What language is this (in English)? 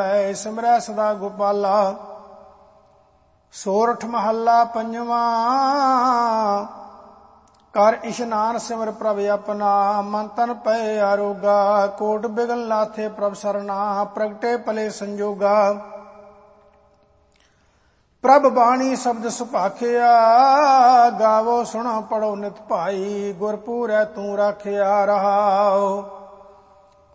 Punjabi